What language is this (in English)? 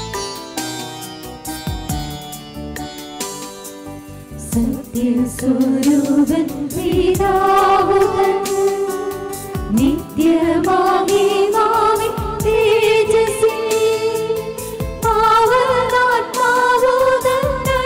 Malayalam